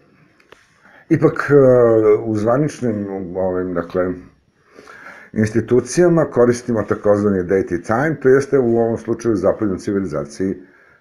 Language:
Serbian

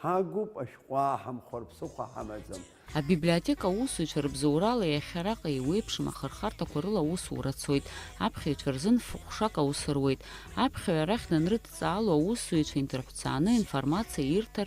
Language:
Abkhazian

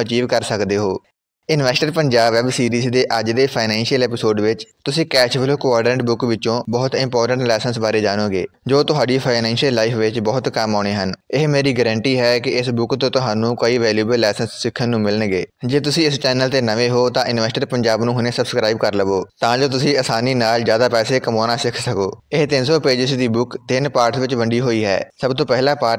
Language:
Punjabi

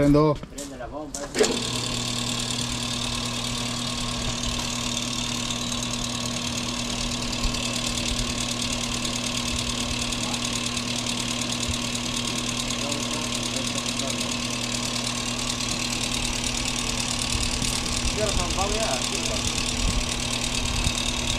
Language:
Spanish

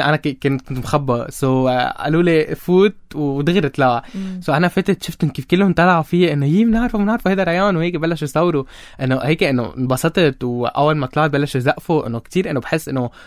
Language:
North Levantine Arabic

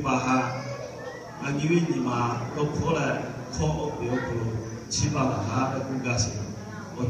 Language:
Lahu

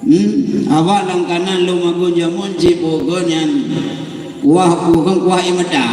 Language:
Achinese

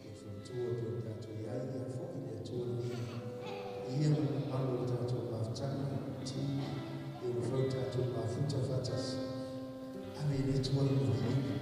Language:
Samoan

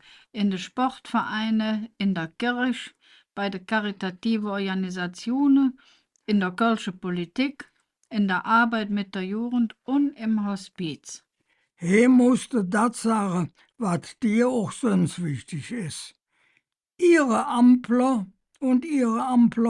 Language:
Colognian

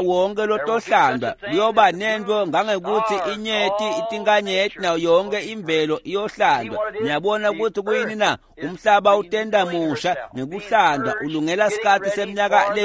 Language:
Swati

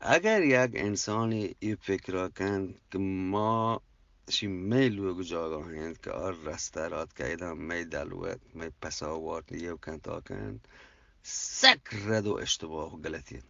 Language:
Eastern Balochi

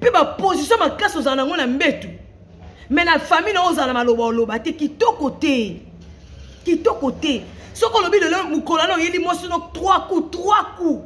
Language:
Lingala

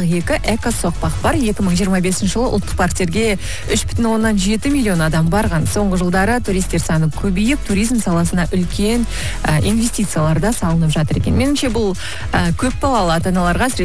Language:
Kazakh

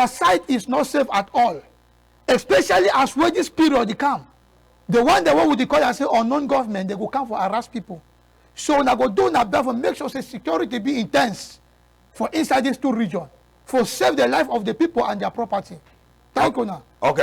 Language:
Cameroon Pidgin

